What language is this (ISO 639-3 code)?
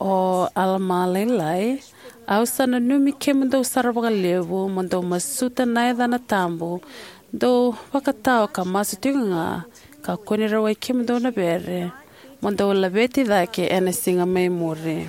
fij